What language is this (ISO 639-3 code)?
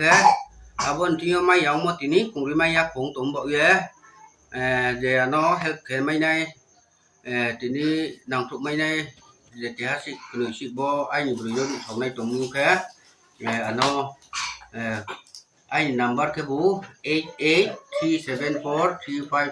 ria